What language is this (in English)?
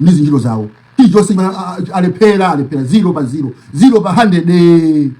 Nyanja